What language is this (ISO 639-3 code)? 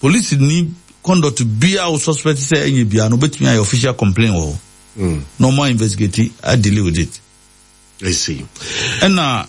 aka